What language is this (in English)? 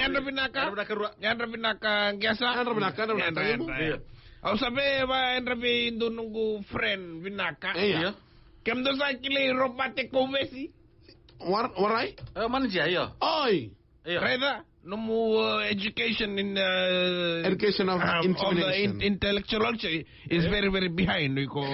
Fijian